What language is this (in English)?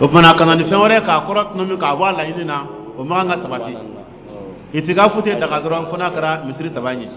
Dyula